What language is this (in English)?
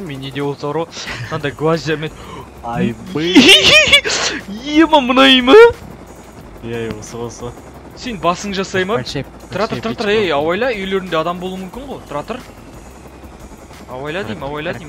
Kazakh